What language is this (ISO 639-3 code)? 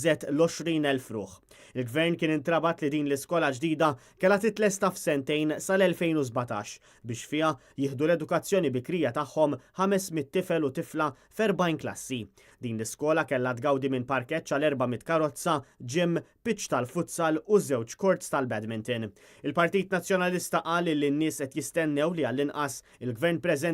mlt